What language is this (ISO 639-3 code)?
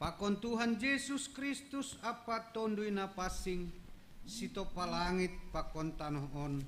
bts